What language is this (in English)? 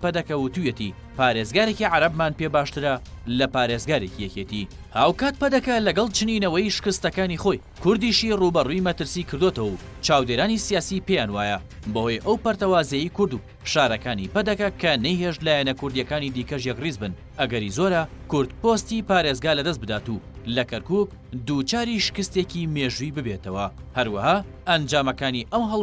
Central Kurdish